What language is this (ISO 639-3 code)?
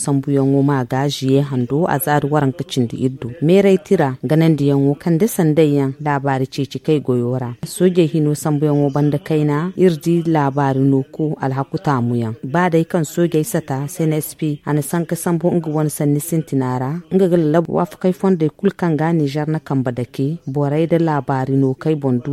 dje